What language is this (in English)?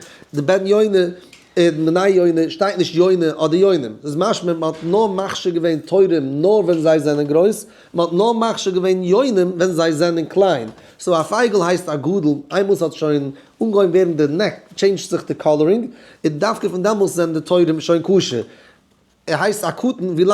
Yiddish